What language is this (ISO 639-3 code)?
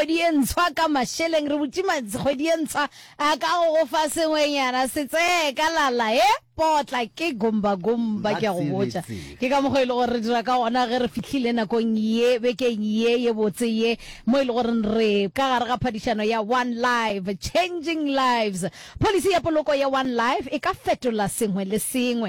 nso